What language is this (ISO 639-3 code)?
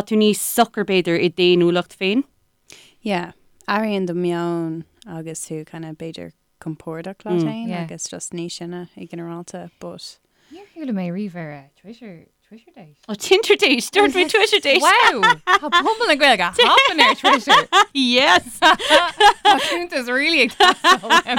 gle